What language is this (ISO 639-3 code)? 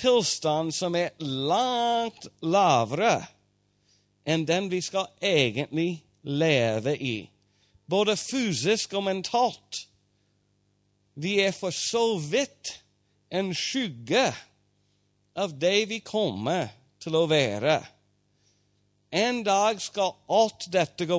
nor